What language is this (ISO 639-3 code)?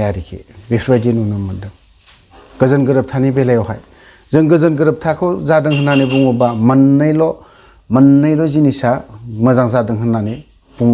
brx